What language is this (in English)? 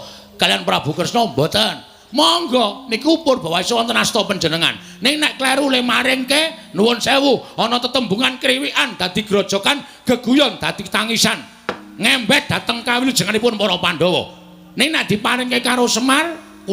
Javanese